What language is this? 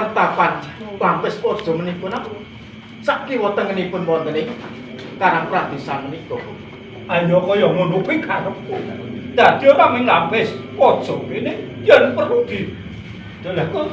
Javanese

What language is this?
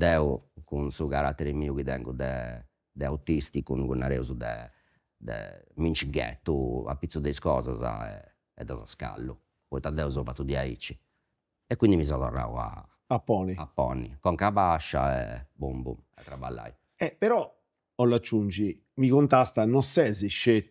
Sardinian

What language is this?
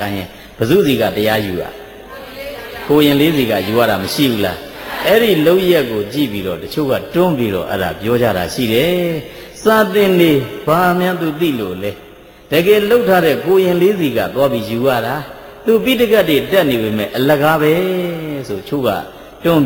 Burmese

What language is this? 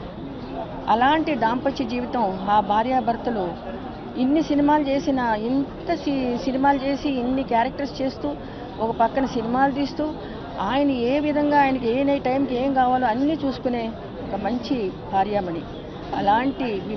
Telugu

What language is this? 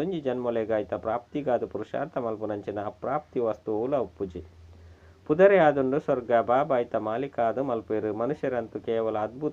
Tulu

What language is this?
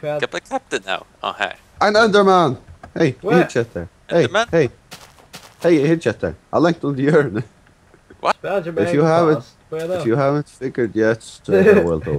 Faroese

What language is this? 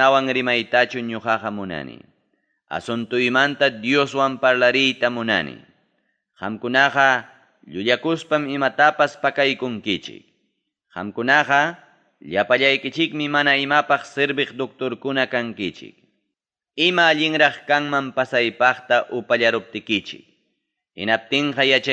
Ayacucho Quechua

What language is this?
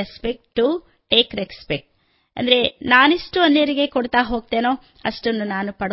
Kannada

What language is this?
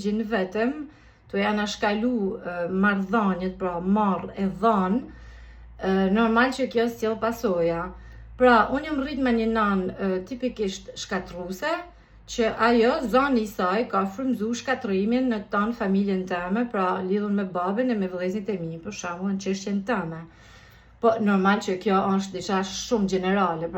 Albanian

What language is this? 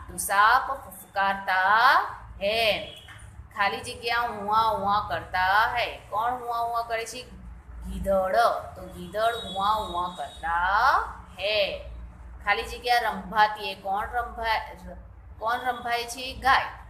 Gujarati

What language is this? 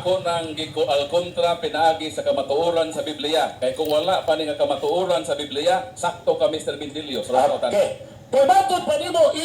Cebuano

